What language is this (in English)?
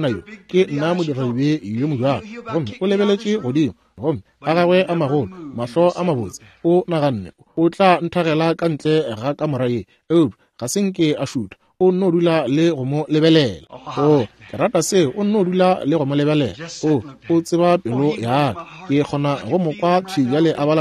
Northern Sotho